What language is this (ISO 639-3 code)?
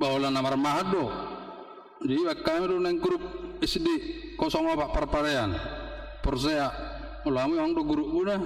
bbc